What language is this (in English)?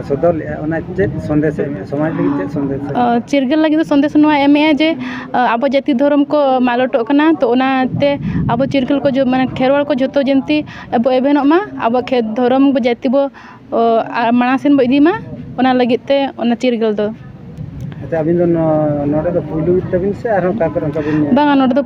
Santali